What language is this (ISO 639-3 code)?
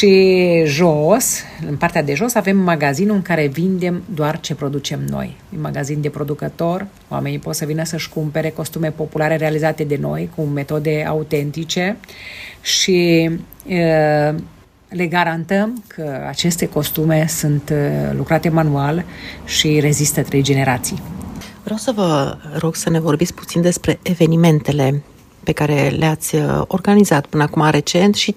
ron